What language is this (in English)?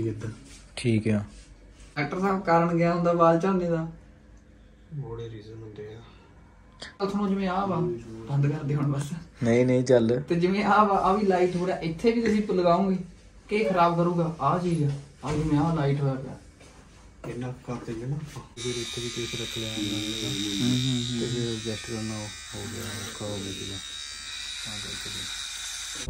Punjabi